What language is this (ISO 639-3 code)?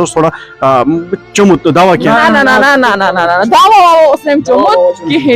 kas